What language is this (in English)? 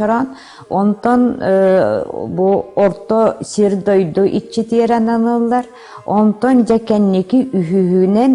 Yakut